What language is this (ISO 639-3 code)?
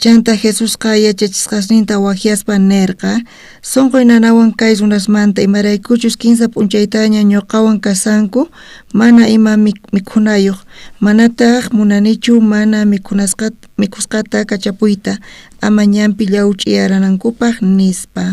quh